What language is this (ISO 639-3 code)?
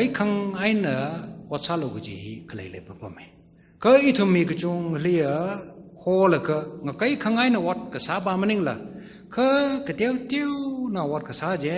nmf